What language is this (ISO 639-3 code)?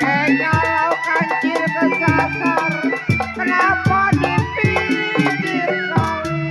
bew